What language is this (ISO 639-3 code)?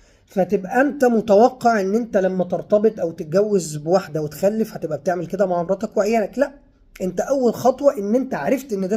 arz